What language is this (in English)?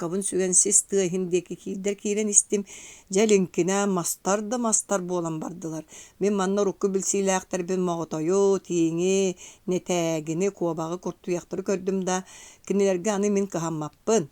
Yakut